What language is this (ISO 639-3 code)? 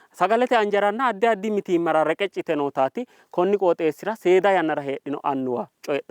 sid